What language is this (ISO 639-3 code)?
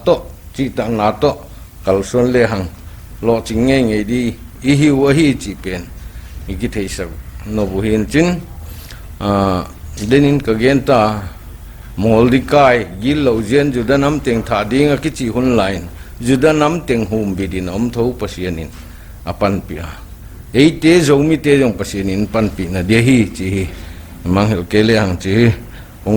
pck